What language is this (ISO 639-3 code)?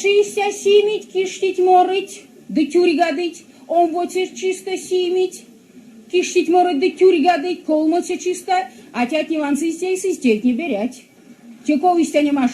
myv